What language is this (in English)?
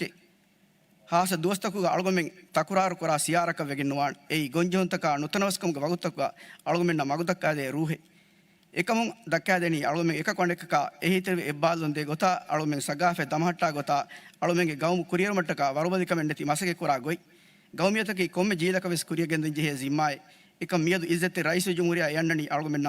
Divehi